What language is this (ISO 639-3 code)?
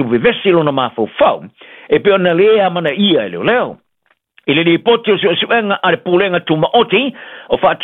smo